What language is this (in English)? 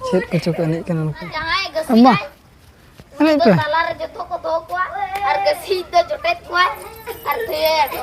Santali